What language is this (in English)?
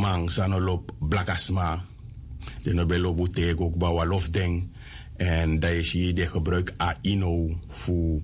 Sranan Tongo